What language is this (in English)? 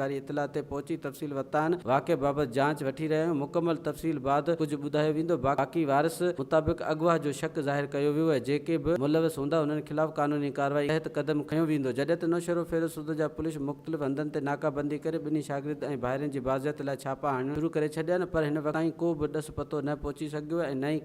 Sindhi